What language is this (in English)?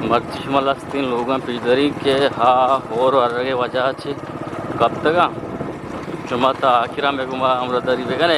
Eastern Balochi